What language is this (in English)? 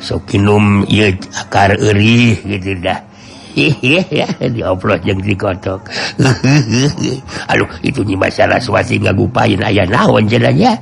Sundanese